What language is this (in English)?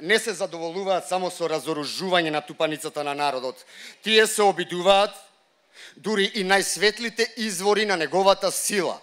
Macedonian